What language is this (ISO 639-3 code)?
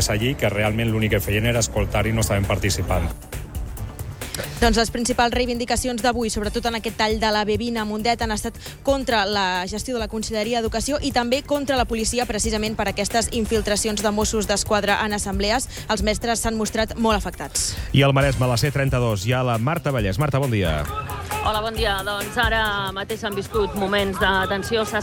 cat